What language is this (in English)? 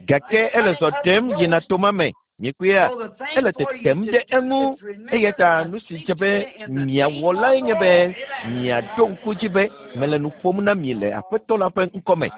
Ewe